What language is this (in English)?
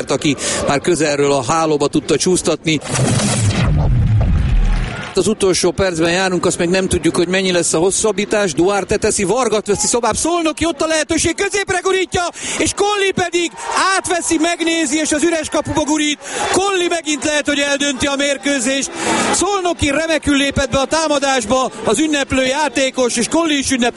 Hungarian